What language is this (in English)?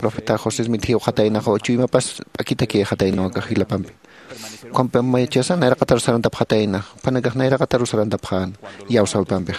Aymara